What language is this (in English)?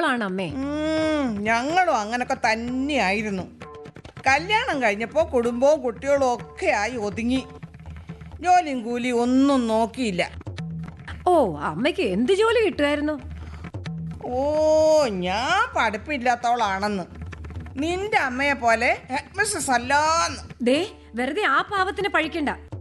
Malayalam